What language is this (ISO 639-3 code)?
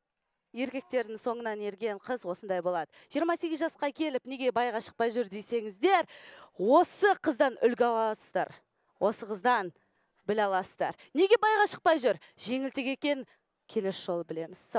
kaz